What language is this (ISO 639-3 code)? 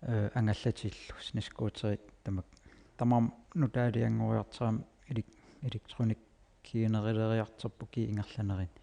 kal